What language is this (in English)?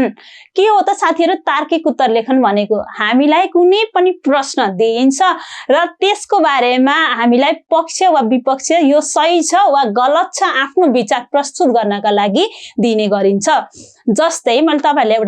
Nepali